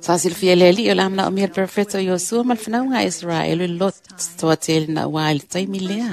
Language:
Samoan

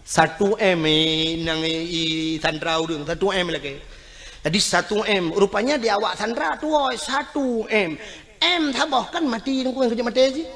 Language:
Achinese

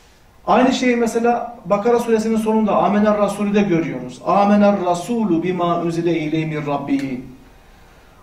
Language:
Turkish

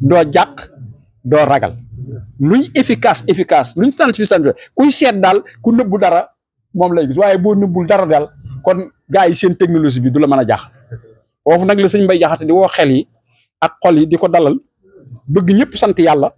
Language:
Wolof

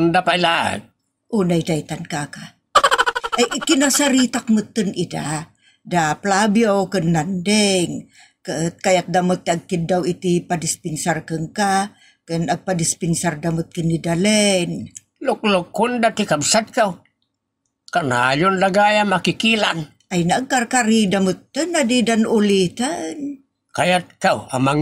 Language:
Iloko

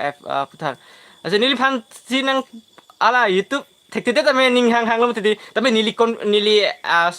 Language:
Karbi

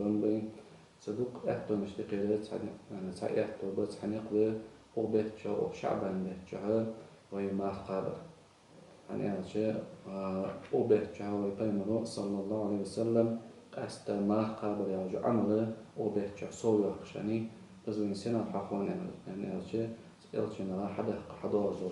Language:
Ingush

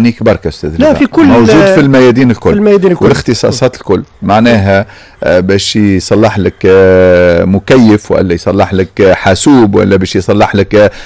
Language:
Tunisian Arabic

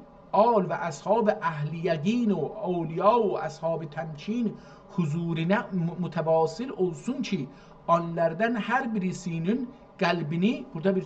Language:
South Azerbaijani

